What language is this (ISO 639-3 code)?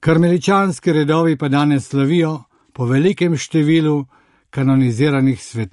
slv